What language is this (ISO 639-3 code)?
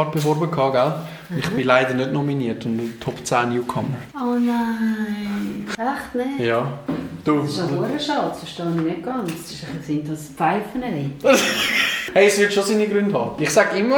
gsw